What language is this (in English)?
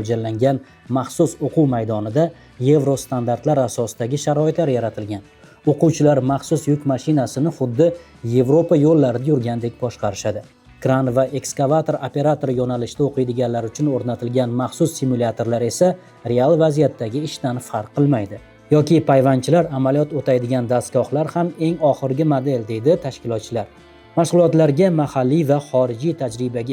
Uzbek